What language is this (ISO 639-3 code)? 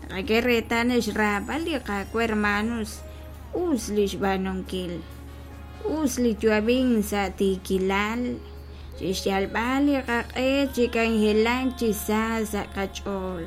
kek